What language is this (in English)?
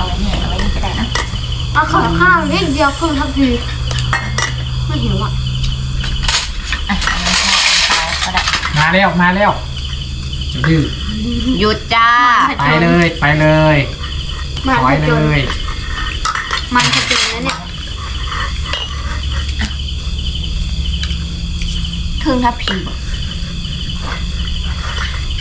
Thai